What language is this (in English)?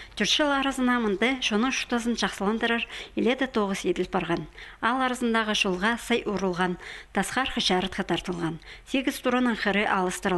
Khakas